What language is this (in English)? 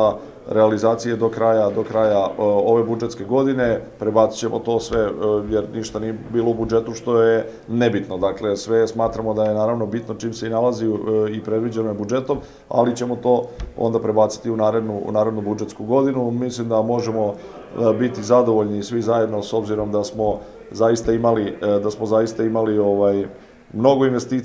Serbian